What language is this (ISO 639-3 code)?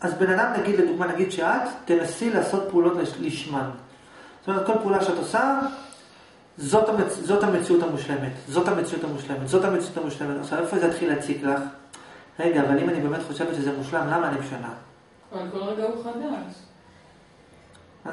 heb